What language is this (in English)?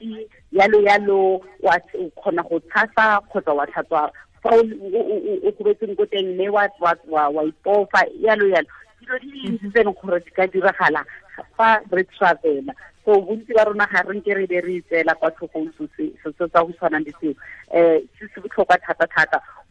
Tswana